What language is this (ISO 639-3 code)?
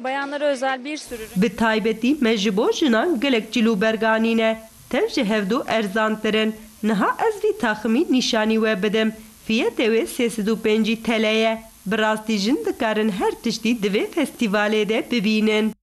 kur